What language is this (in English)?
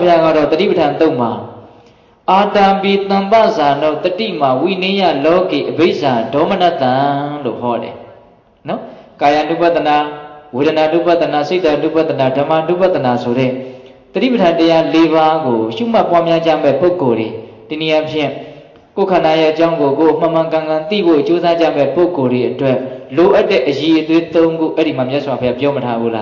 Burmese